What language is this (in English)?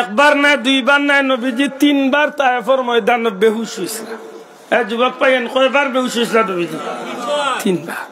Sylheti